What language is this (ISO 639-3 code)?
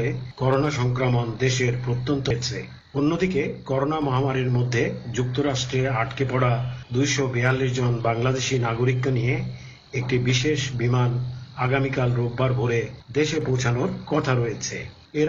ben